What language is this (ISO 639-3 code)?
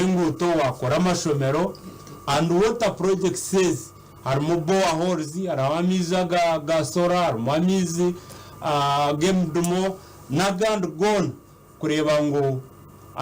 nyn